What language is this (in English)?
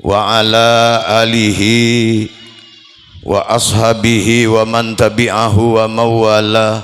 Madurese